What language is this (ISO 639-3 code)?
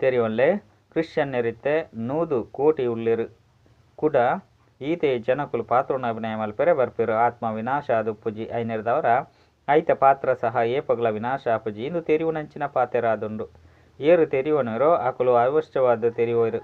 tcy